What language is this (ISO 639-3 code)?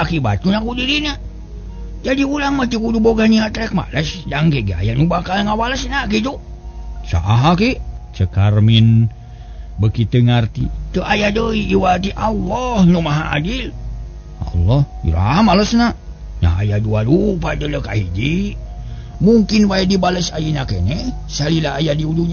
sun